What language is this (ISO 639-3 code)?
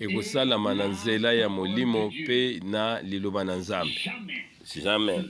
lin